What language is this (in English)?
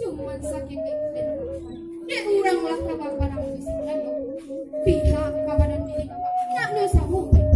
Minangkabau